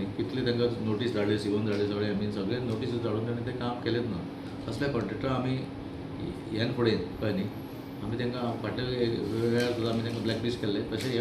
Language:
Konkani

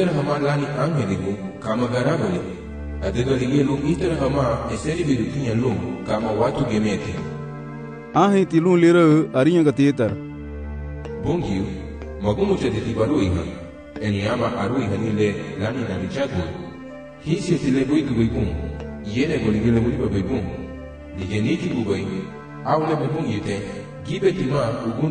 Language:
Garifuna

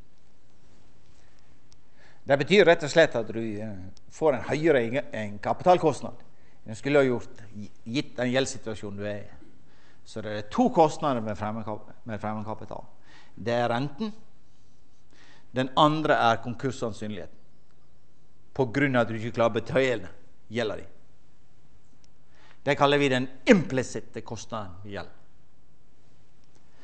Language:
Norwegian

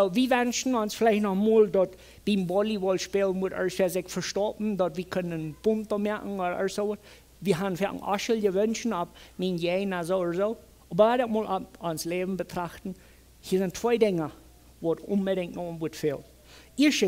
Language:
Plautdietsch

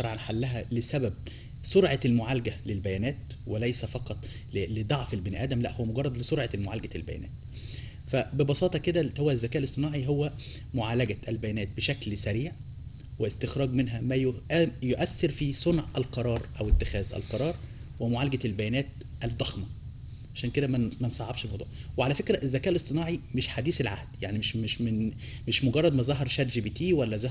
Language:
Egyptian Arabic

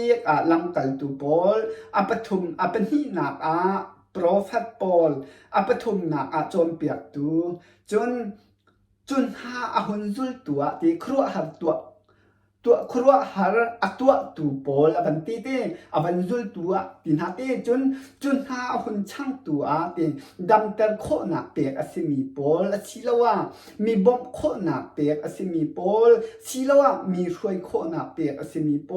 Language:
Hakha Chin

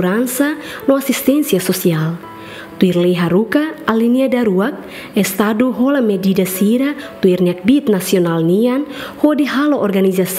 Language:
Tetum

